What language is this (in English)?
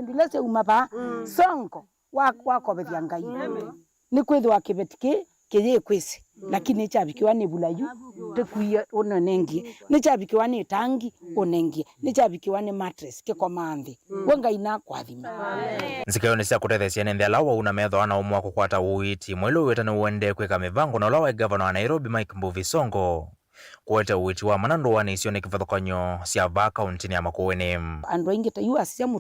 Kamba